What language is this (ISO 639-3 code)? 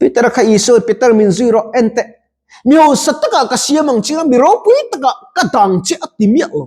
lus